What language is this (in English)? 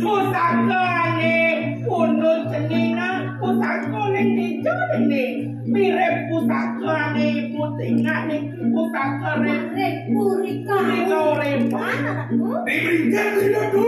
Balinese